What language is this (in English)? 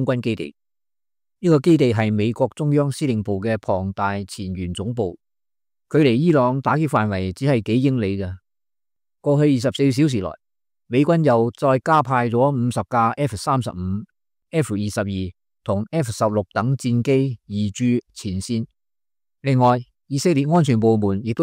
Cantonese